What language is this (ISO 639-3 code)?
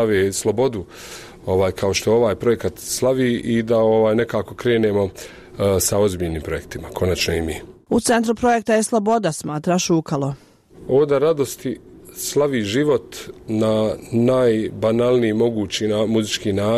bos